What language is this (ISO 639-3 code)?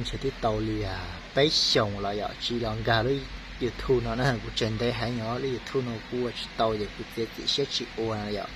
hmn